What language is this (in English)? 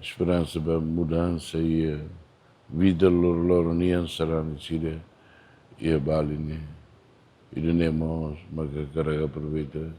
Tetum